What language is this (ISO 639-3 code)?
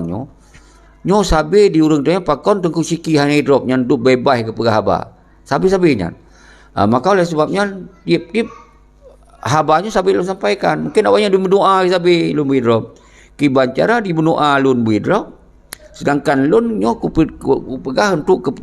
ace